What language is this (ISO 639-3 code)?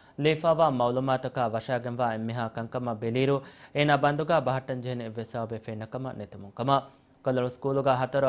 div